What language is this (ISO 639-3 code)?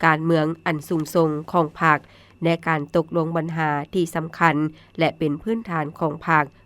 lao